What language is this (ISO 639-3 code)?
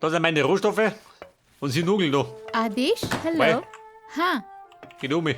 bar